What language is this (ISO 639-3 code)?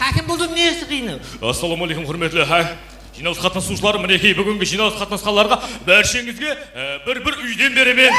kaa